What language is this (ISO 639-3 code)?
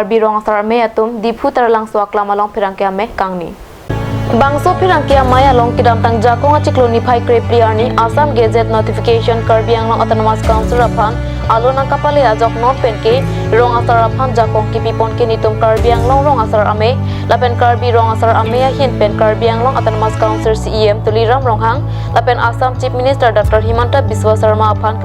mjw